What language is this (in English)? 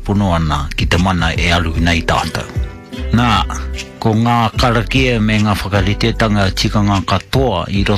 Māori